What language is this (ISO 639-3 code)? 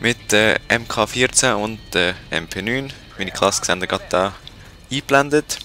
gsw